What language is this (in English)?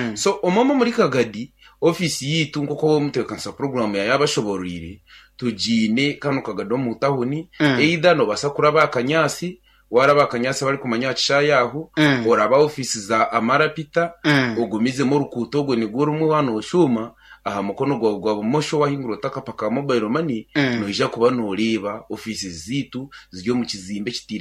Nyankole